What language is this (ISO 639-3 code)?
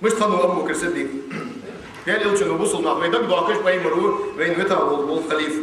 inh